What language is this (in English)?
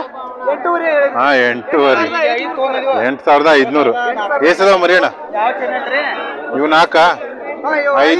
Kannada